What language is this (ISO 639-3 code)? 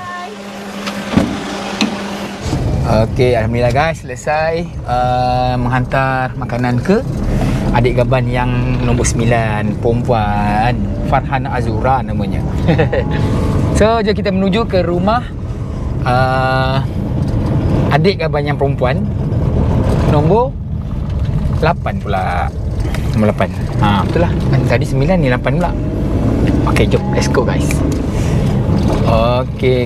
msa